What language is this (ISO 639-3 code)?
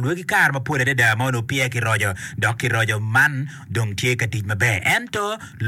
ach